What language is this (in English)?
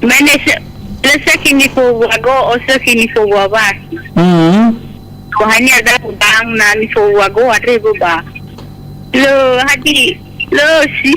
Nias